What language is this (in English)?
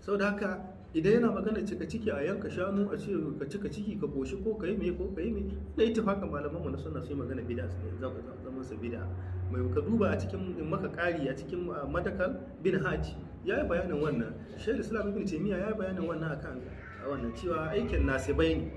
Hausa